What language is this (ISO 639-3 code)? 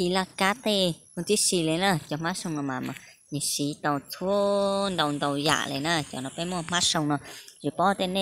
hmn